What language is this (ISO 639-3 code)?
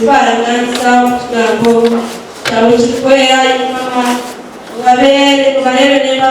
nyn